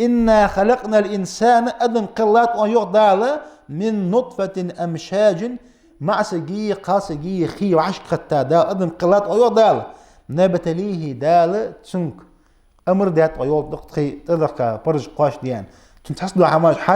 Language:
Ingush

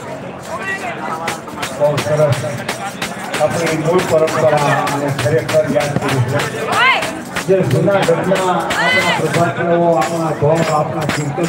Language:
Gujarati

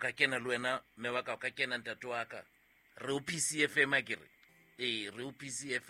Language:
Southern Sotho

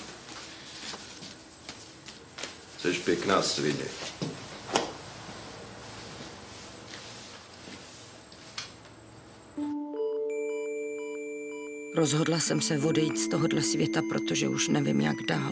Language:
Czech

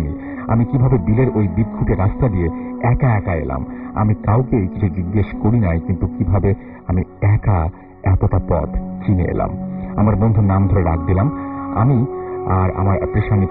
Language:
Bangla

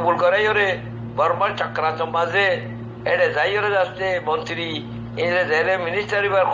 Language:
Rohingya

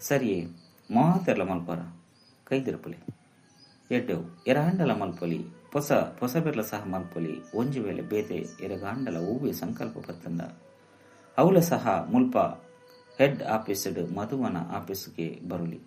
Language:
Tulu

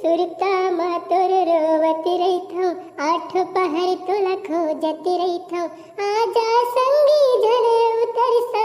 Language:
Chhattisgarhi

